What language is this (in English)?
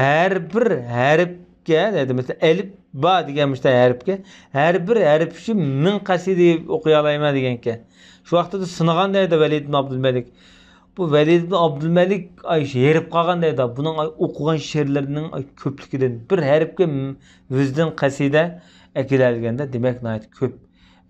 Uyghur